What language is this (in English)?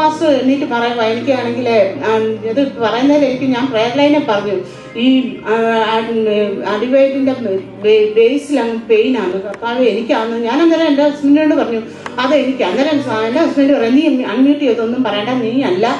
Malayalam